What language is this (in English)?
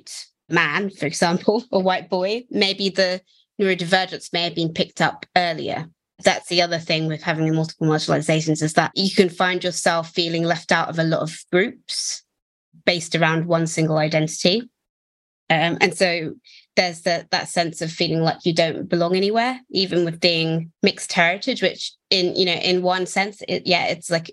English